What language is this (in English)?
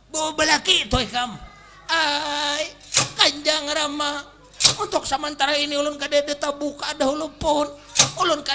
Banjar